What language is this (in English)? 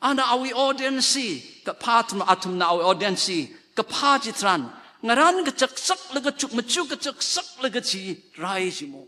Tangkhul Naga (India)